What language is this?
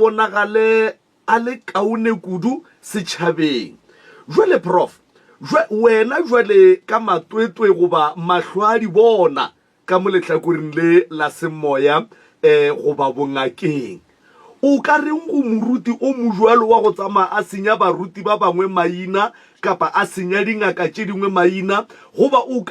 Northern Sotho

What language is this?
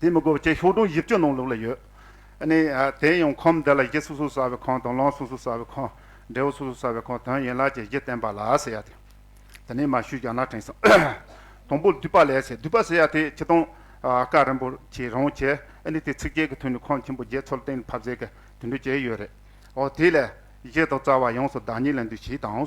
Tibetan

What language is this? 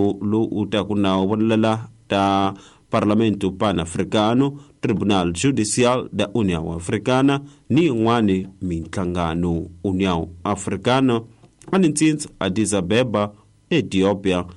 Tsonga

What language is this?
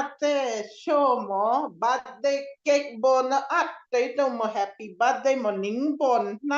Falam Chin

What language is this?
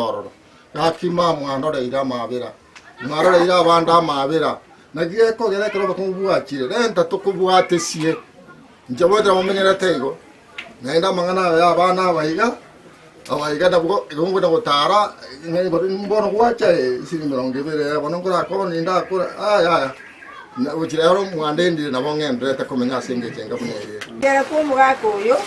Gusii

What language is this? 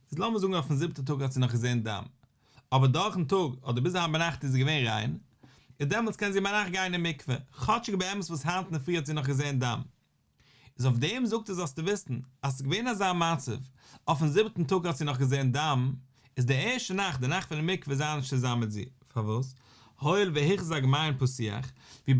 Yiddish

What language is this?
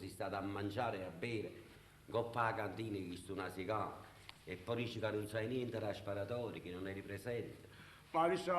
Neapolitan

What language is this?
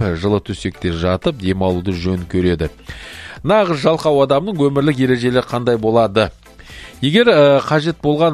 Kazakh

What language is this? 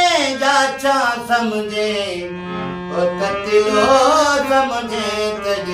Saraiki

